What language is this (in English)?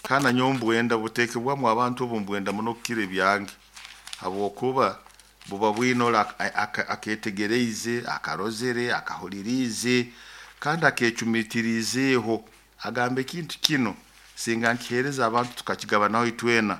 Nyoro